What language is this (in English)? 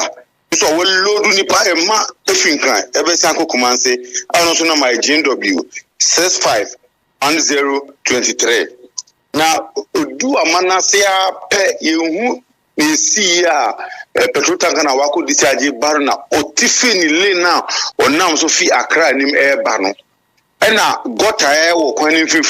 Akan